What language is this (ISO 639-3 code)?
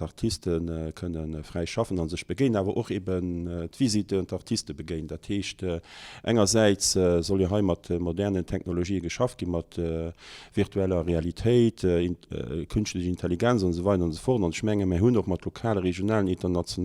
ltz